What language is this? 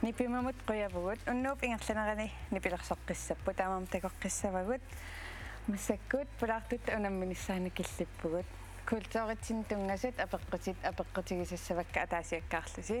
Kalaallisut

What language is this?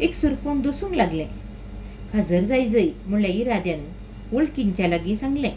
Konkani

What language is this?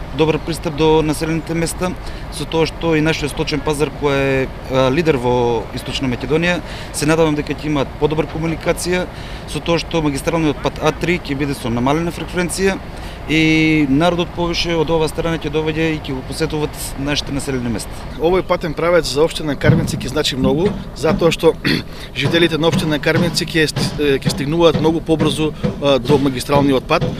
Macedonian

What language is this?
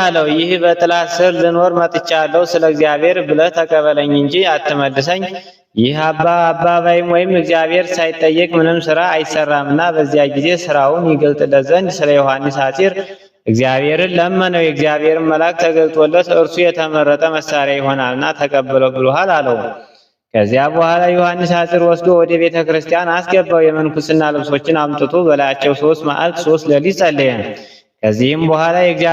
Amharic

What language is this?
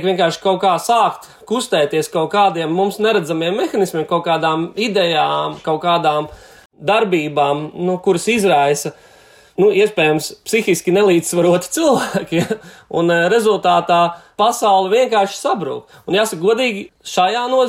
Latvian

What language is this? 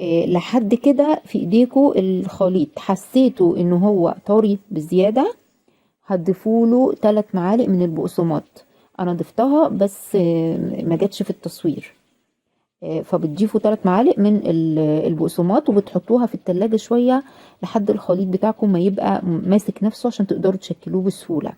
Egyptian Arabic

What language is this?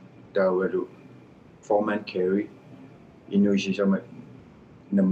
Kalaallisut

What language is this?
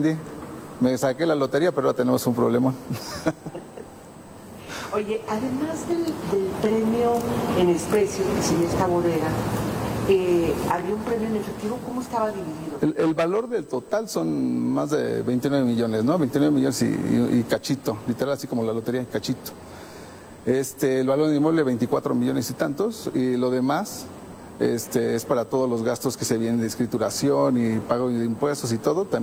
Spanish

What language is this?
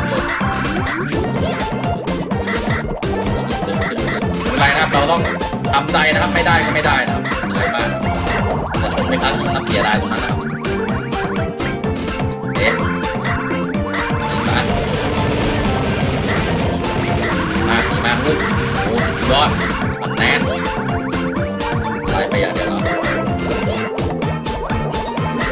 Thai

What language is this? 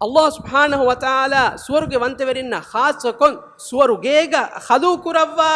Divehi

